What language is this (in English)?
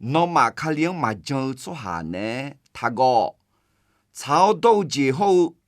Akha